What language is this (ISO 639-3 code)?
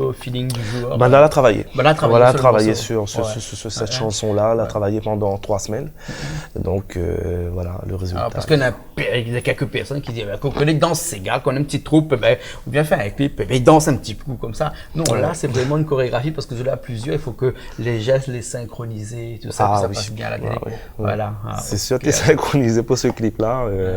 rcf